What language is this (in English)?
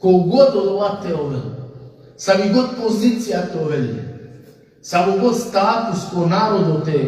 Balkan Romani